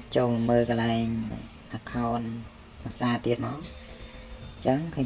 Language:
Khmer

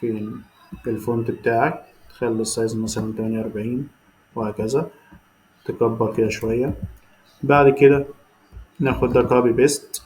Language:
Egyptian Arabic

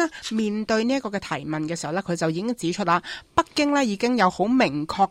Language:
Cantonese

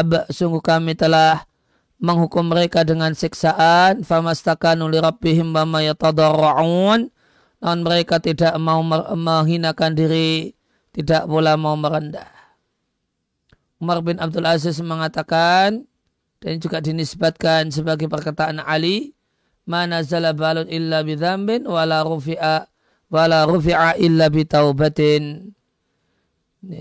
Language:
Indonesian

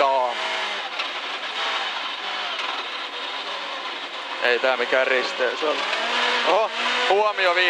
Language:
Finnish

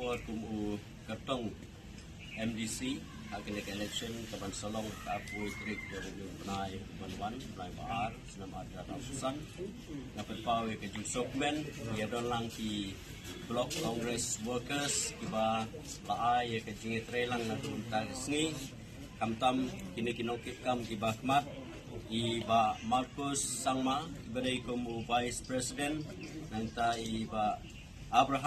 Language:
Khasi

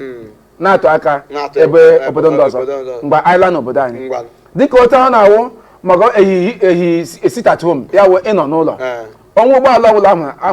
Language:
Igbo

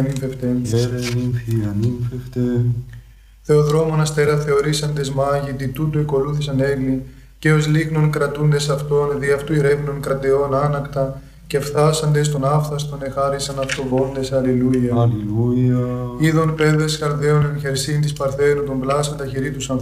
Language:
Greek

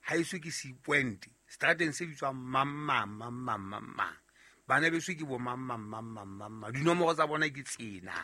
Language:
Southern Sotho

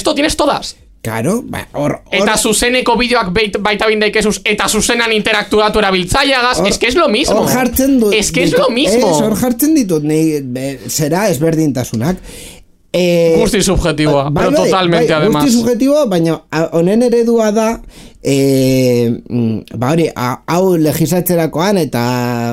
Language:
Basque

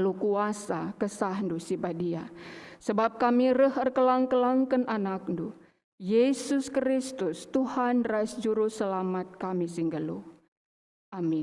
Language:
Batak Karo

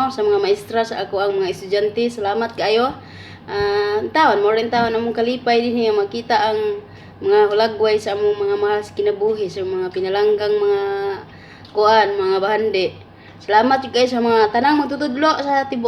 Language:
Cebuano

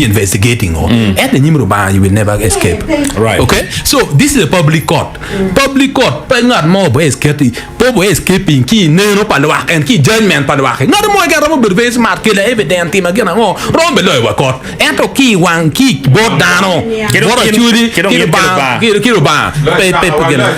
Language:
Acoli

